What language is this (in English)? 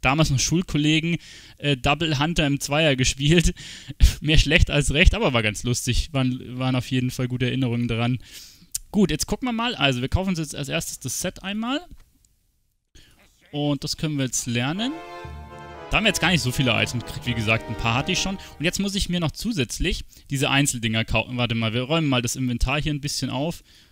German